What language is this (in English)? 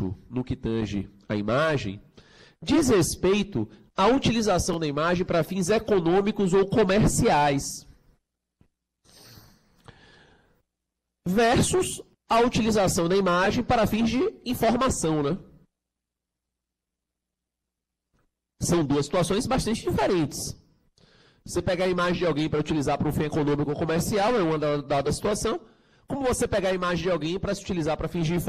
Portuguese